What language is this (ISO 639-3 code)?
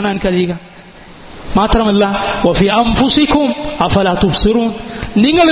mal